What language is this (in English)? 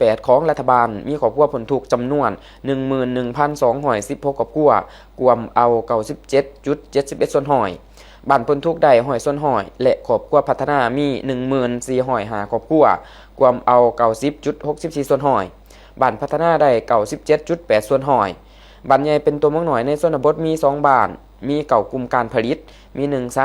Lao